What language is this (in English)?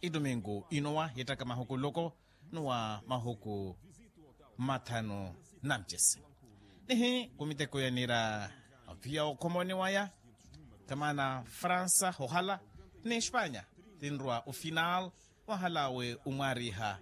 Makhuwa